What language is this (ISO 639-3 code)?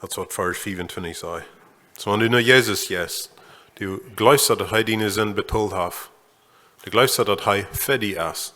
pdt